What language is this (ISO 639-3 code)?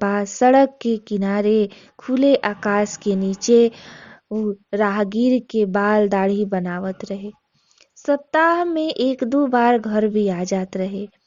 bho